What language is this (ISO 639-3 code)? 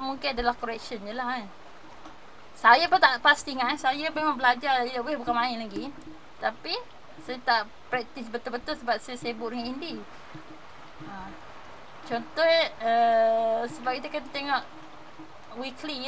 msa